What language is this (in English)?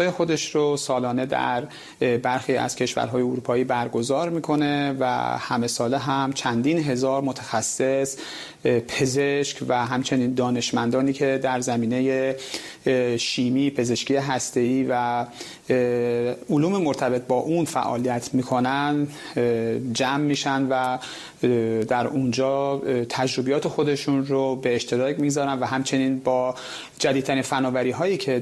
Persian